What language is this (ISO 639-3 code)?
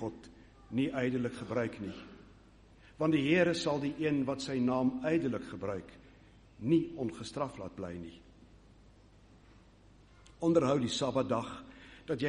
afr